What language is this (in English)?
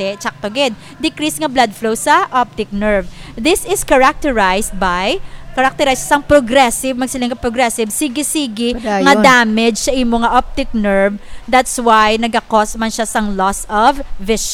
Hiligaynon